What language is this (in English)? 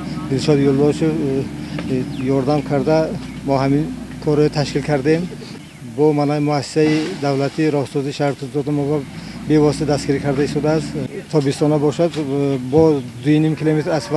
Tajik